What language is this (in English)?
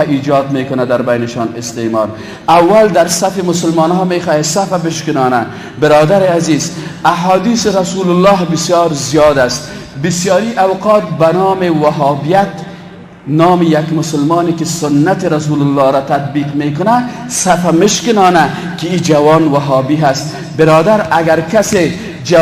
Persian